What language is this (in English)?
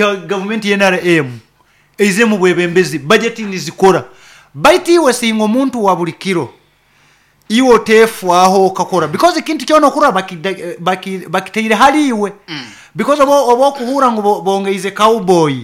Nyoro